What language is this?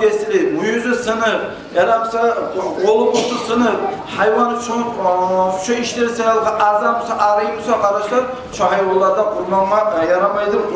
Kumyk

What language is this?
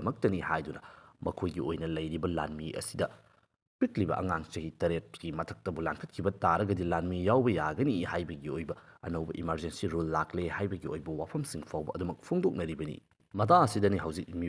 Manipuri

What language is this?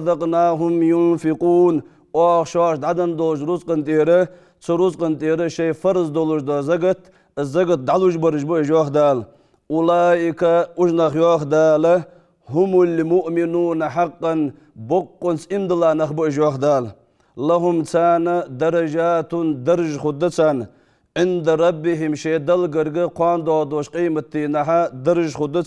Ingush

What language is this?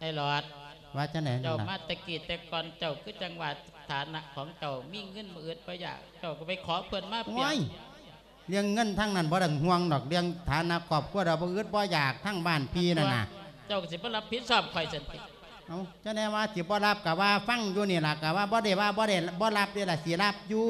Lao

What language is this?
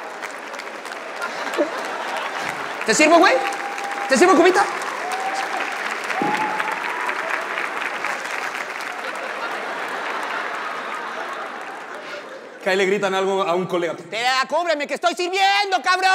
Spanish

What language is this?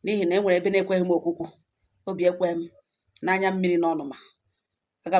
Igbo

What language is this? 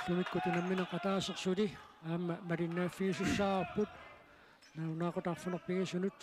Kalaallisut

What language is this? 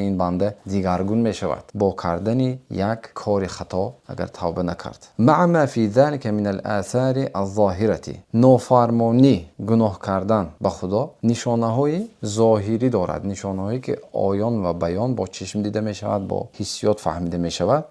Tajik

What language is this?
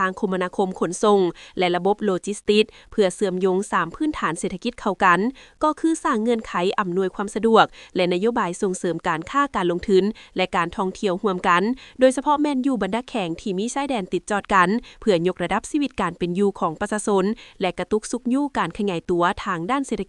Lao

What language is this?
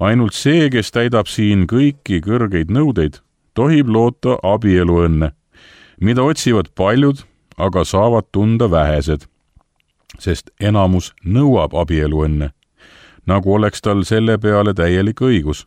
Estonian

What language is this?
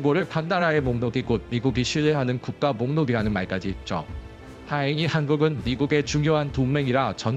Korean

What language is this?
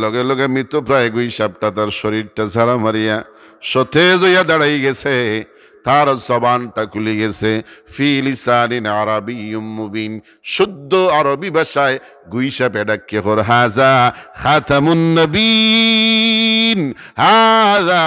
Sylheti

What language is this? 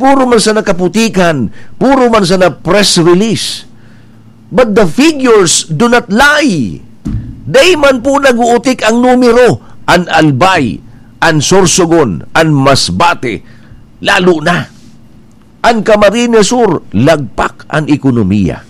Bikol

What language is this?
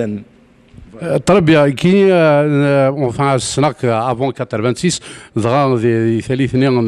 Kabyle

